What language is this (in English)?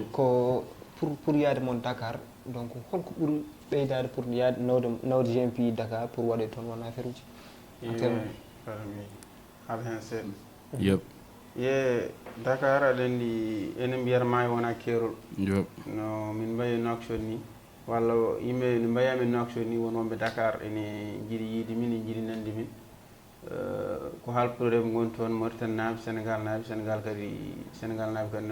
Fula